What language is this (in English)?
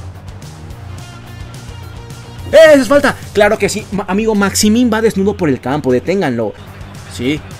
Spanish